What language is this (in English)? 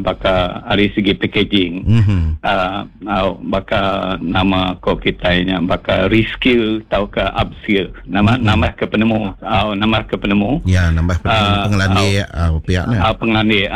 Iban